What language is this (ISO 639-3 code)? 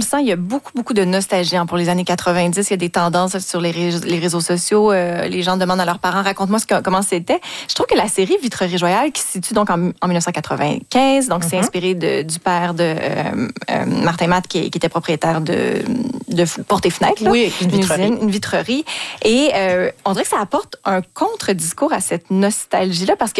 fra